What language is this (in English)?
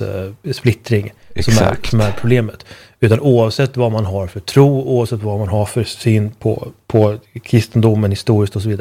Swedish